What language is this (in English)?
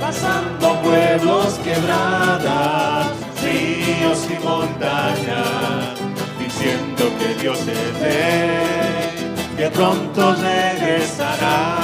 Aymara